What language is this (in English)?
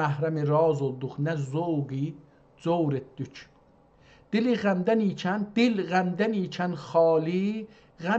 South Azerbaijani